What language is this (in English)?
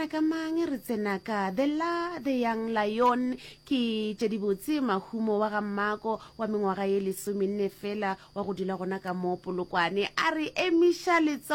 Northern Sotho